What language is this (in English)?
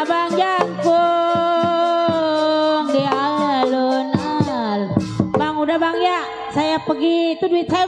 Betawi